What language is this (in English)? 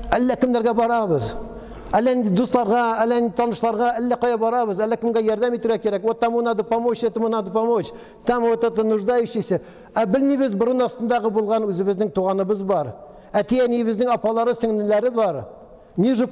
Tatar